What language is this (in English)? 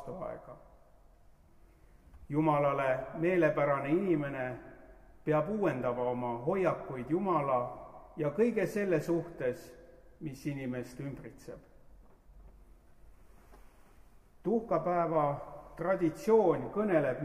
Estonian